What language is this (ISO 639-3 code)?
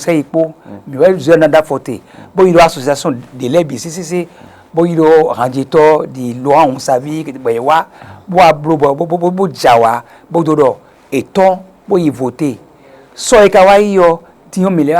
fon